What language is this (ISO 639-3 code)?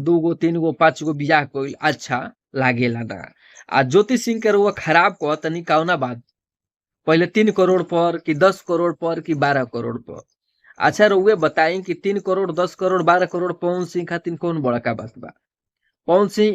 bho